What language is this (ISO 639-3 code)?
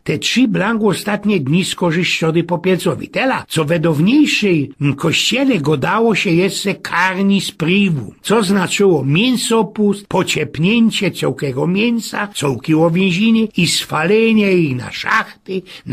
szl